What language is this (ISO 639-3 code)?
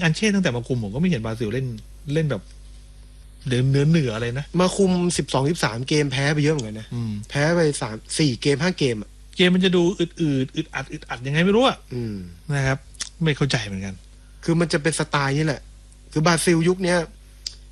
tha